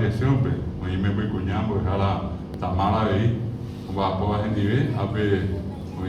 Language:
Guarani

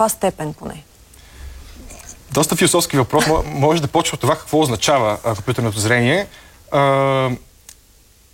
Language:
Bulgarian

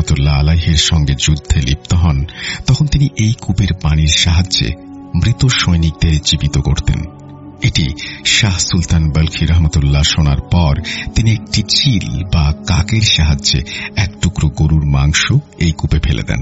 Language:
Bangla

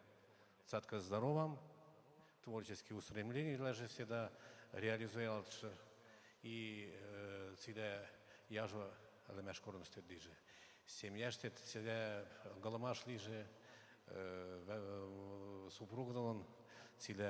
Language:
Western Mari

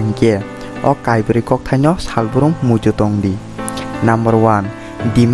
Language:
Kok Borok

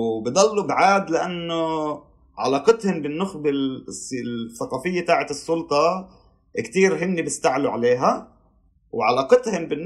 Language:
North Levantine Arabic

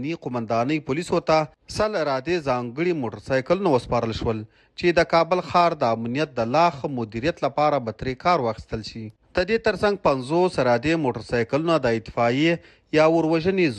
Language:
Pashto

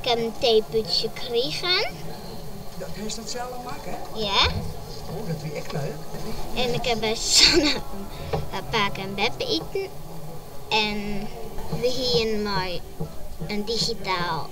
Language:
Western Frisian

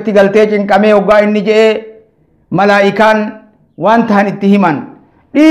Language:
Oromo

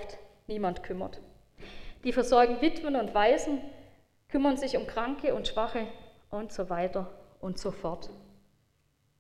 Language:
German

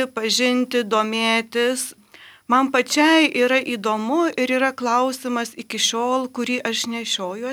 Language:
Lithuanian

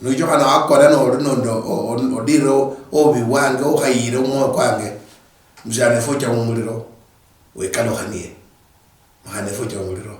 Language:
Luyia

